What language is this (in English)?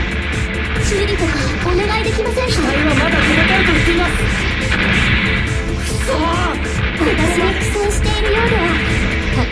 Japanese